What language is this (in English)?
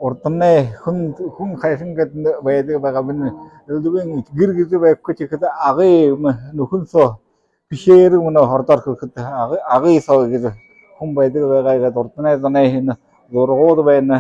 Buriat